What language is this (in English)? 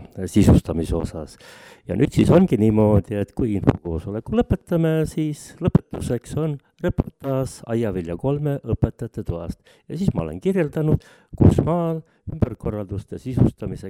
Estonian